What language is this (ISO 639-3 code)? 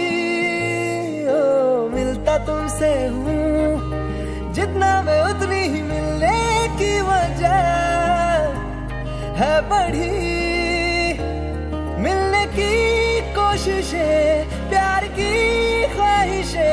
hin